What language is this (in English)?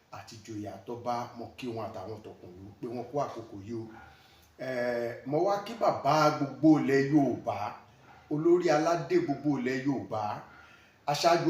Yoruba